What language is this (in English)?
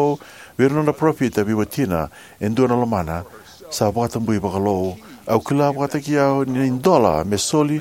Fijian